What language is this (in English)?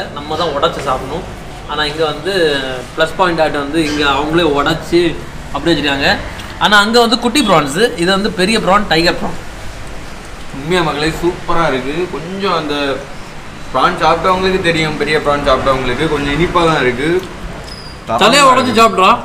Tamil